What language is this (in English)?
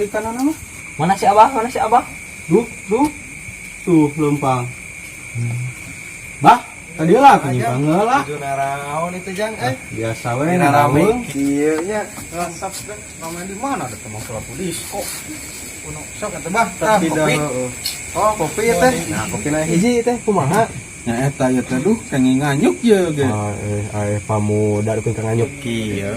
Sundanese